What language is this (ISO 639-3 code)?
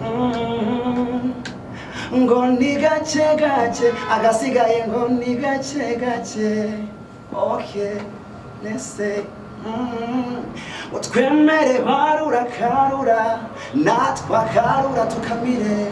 kin